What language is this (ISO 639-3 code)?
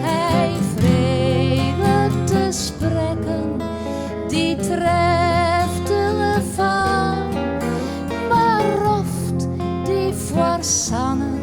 fry